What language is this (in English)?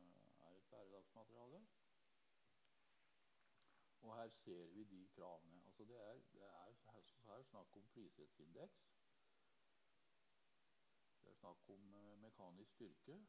Norwegian